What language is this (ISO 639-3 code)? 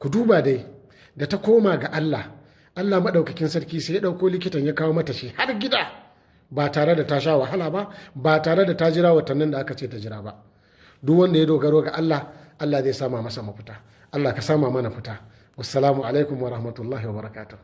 hau